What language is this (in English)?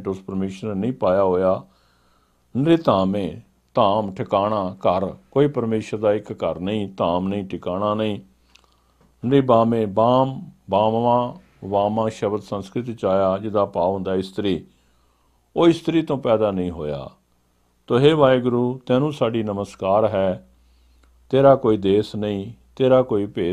Punjabi